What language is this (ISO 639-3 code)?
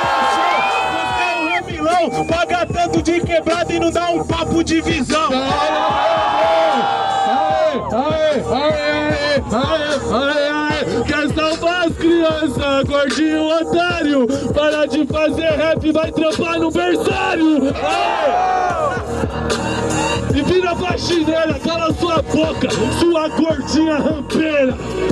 por